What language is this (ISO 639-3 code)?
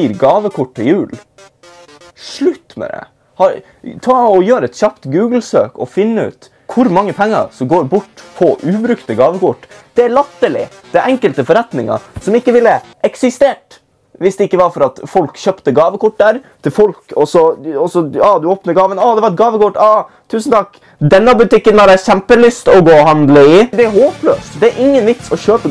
nor